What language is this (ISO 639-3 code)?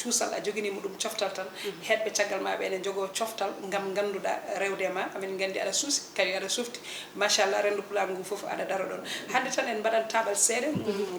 ful